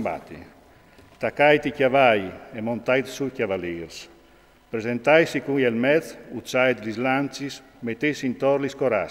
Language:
Friulian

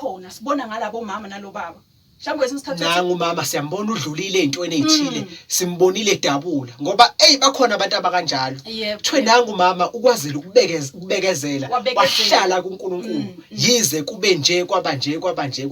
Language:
Zulu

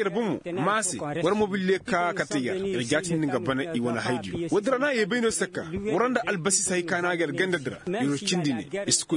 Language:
Koyraboro Senni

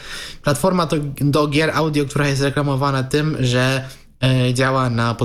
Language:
Polish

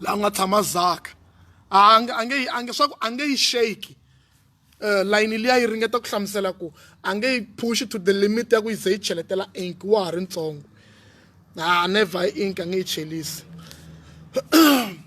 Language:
Tsonga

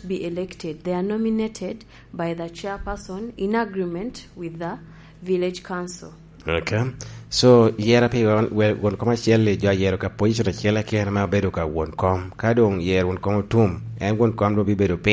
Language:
Lango (Uganda)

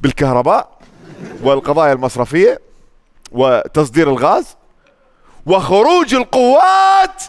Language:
Mesopotamian Arabic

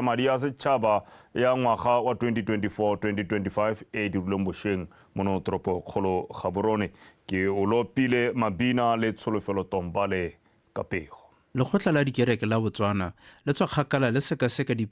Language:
Tswana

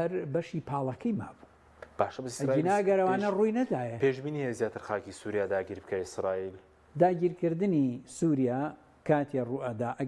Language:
Central Kurdish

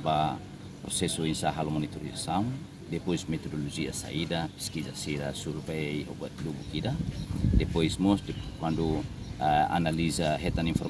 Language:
Tetum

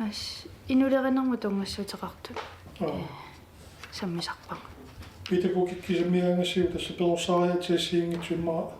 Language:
Kalaallisut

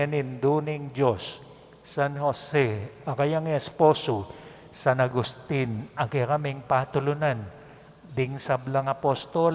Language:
Pampanga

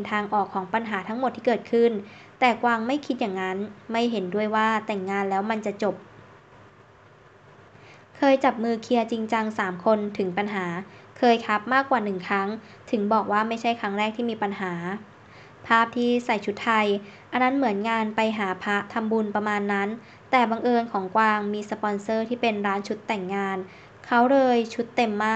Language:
Thai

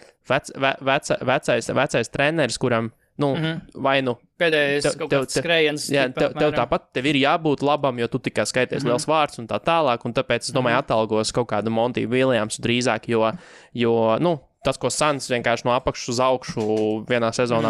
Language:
Latvian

